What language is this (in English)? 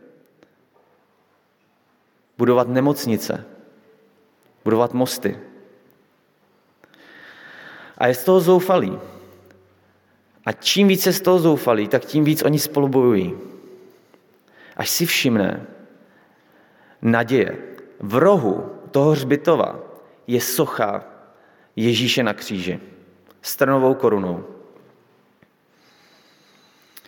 Czech